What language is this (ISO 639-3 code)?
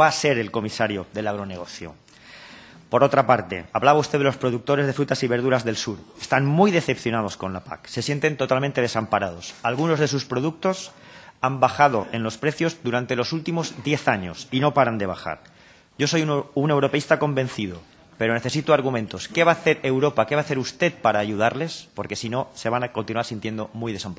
spa